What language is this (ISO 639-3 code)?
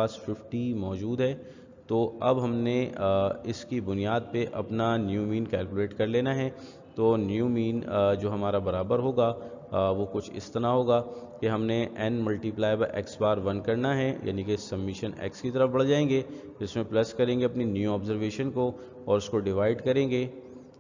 urd